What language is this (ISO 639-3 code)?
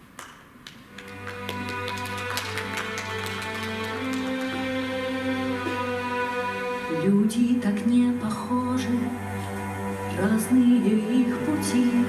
rus